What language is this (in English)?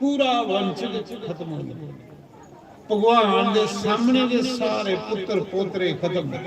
Dogri